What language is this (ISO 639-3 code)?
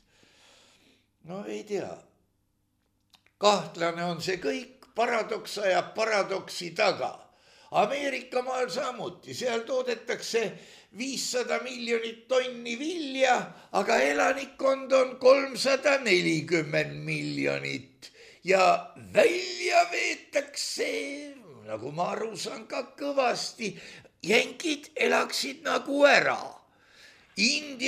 est